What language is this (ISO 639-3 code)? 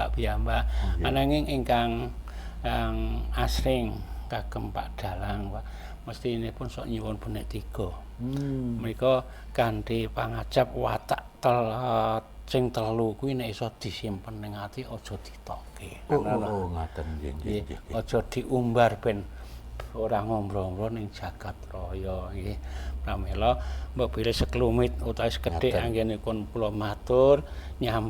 jav